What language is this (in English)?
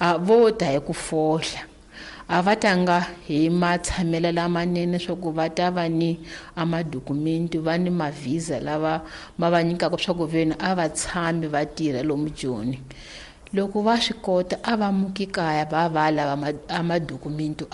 Tsonga